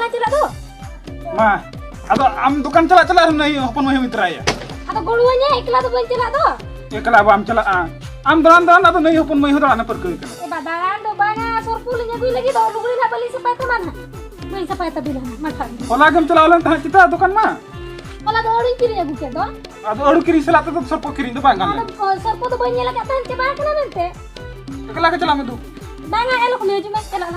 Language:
Santali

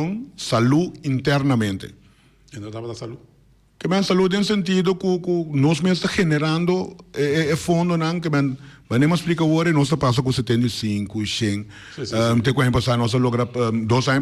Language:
Papiamento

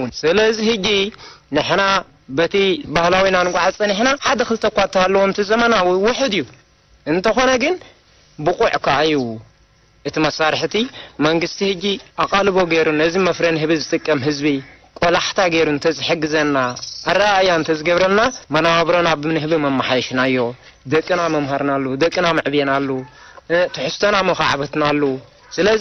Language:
Tigrinya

